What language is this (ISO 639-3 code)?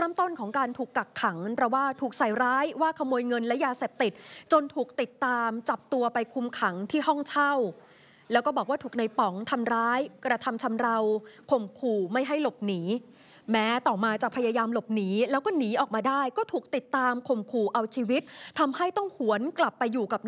tha